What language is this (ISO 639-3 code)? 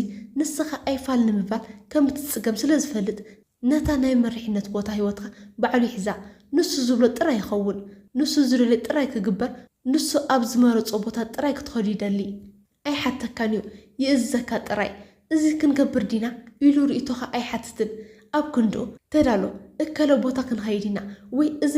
tir